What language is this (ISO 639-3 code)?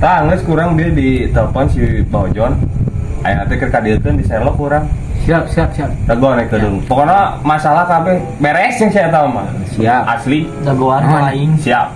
sun